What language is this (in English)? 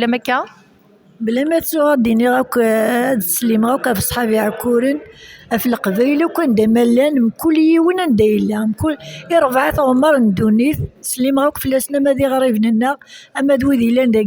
Kabyle